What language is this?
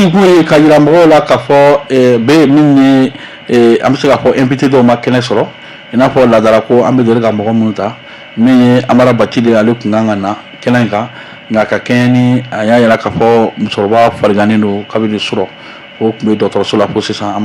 Bambara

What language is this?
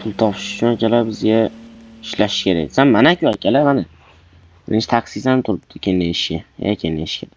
Uzbek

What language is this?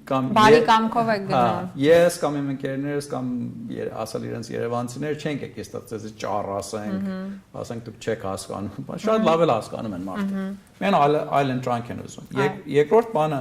Western Armenian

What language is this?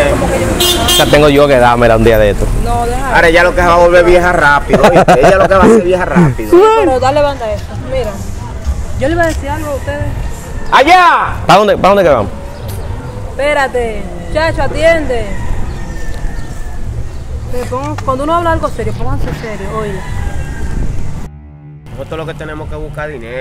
Spanish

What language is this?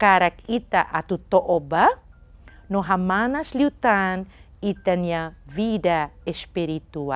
Tetum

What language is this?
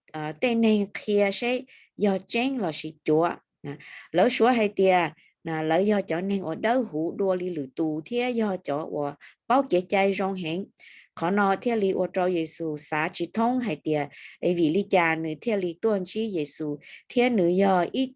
Hmong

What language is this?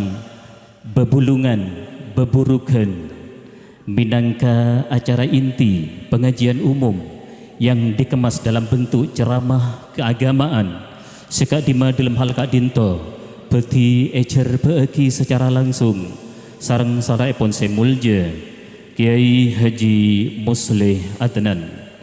Madurese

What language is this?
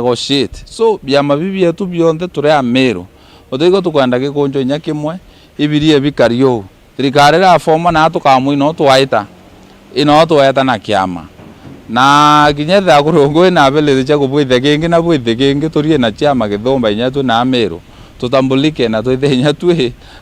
Meru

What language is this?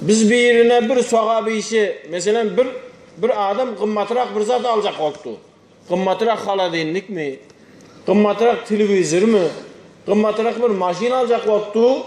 Turkmen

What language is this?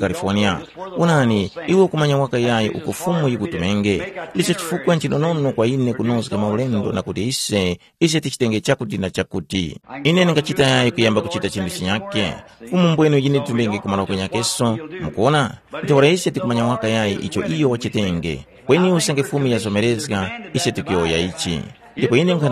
Tumbuka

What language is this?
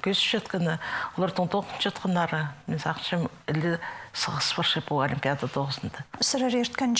Khakas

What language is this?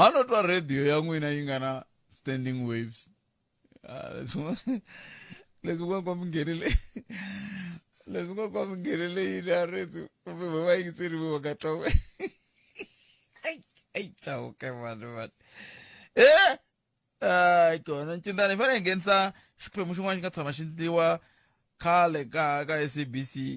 Tsonga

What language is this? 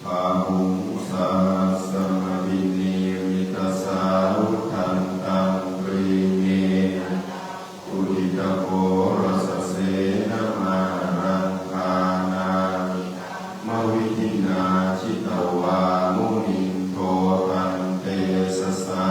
Pali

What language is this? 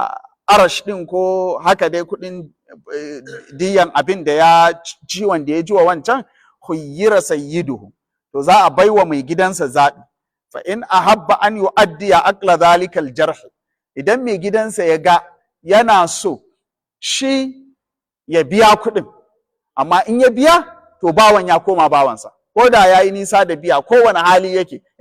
Hausa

